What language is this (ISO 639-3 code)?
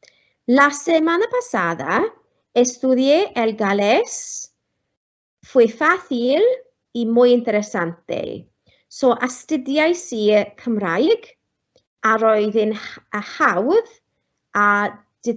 cym